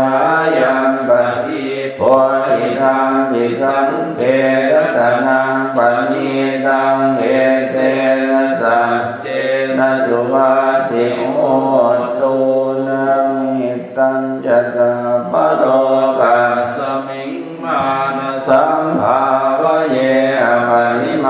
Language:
Pali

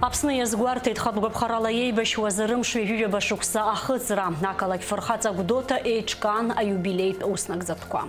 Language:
Abkhazian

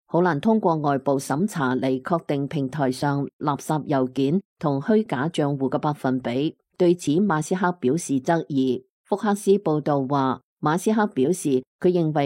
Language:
Cantonese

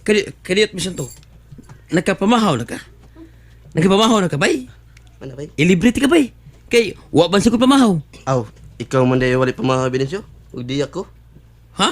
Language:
Cebuano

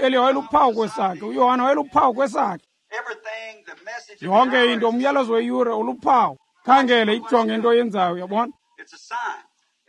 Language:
Xhosa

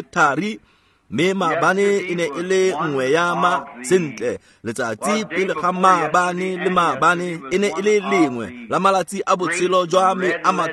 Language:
Tswana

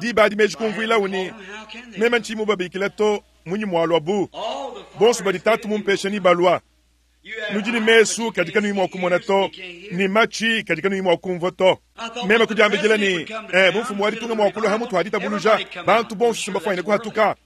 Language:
Luba-Lulua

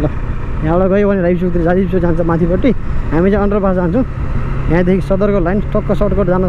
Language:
Nepali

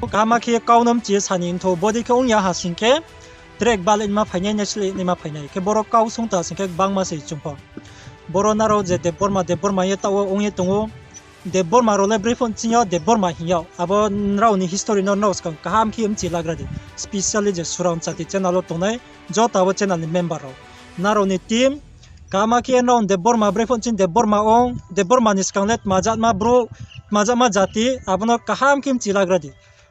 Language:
Riang (India)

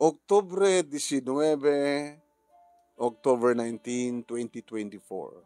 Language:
Iloko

